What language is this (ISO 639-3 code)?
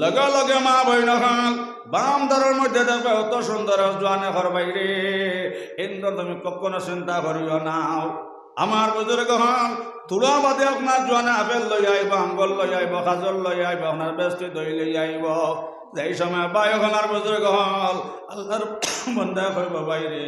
syl